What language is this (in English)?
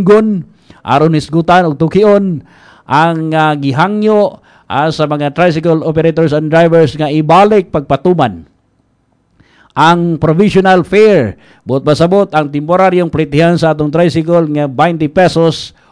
Cebuano